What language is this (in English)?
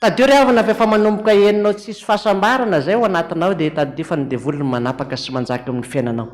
Malagasy